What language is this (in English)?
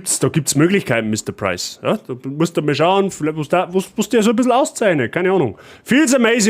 Bavarian